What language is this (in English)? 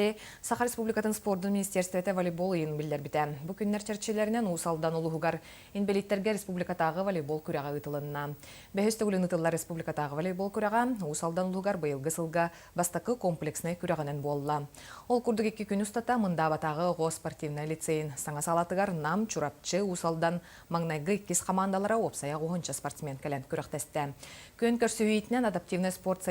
Yakut